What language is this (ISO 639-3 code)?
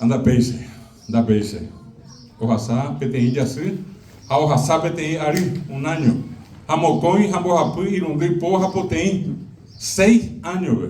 grn